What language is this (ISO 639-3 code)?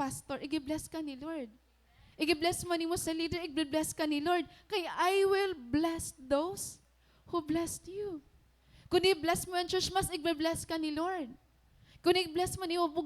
war